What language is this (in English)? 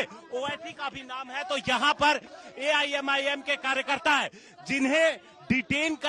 Hindi